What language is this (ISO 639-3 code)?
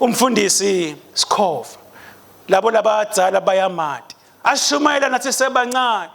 ssw